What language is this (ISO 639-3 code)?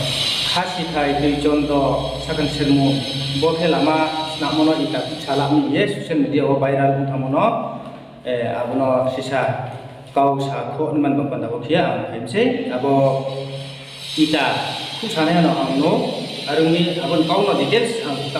ria